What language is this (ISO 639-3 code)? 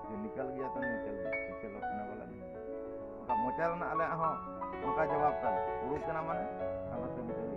sat